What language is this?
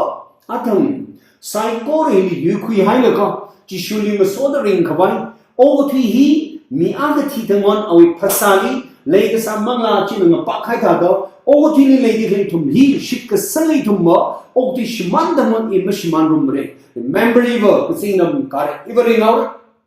Tangkhul Naga (India)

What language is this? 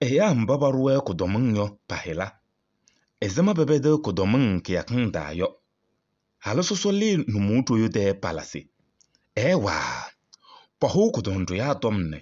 Kabiyè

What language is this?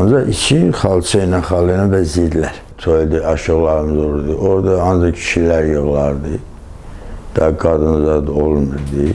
Azerbaijani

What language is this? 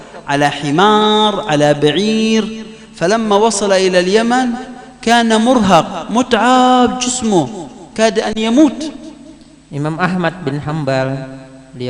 Banjar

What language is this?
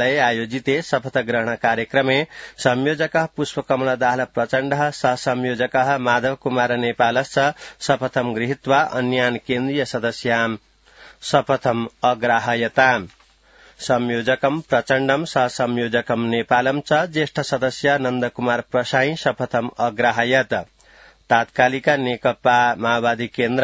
Sanskrit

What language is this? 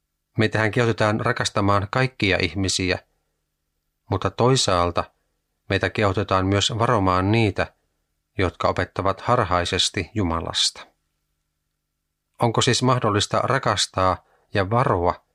Finnish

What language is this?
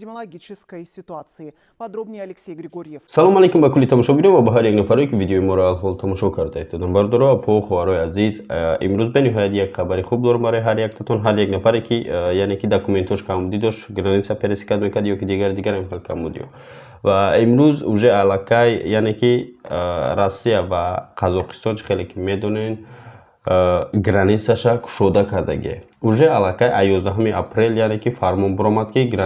Tajik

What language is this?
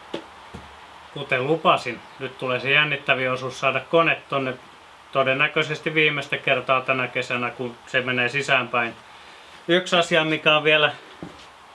Finnish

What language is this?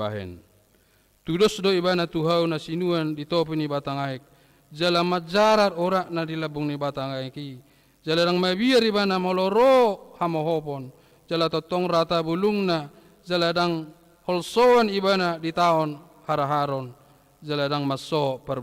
Batak Toba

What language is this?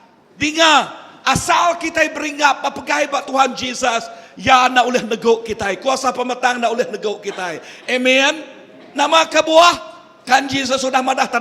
Iban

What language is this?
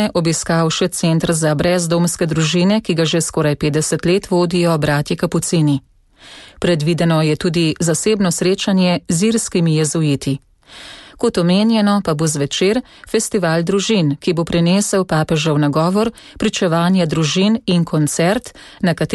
Slovenian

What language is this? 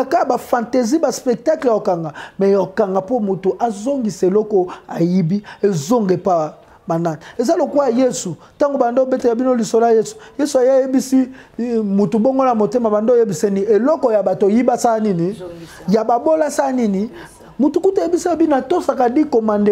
Lingala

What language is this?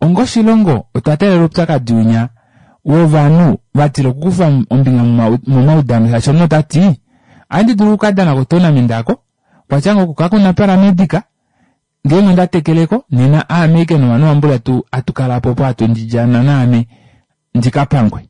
Kuanyama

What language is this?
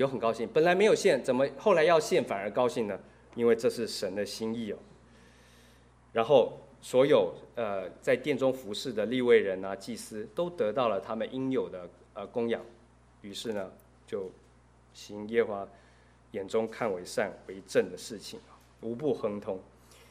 Chinese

